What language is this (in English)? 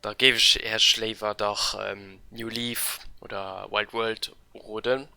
Luxembourgish